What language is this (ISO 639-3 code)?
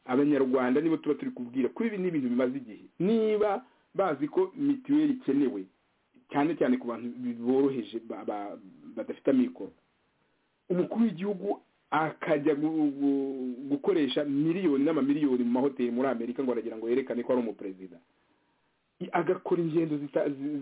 kin